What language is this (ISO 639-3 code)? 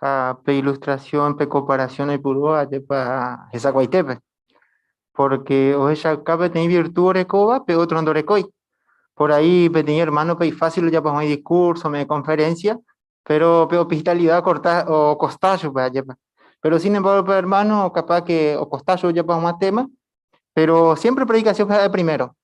grn